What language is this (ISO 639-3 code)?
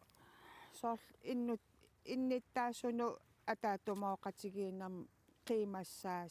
kal